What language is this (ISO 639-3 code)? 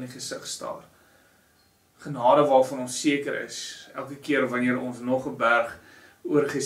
afr